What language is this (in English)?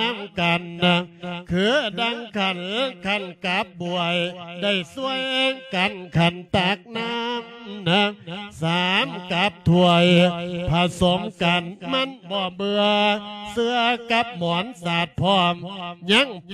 Lao